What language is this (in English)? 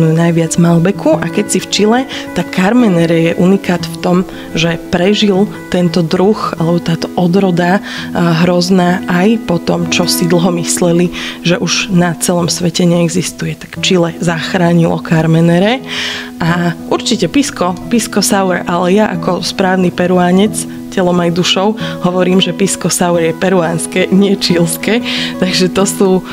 Slovak